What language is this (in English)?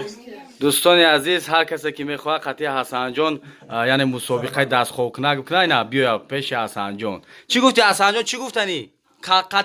Tajik